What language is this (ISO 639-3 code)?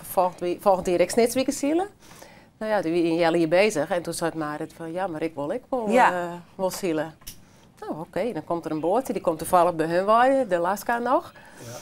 fry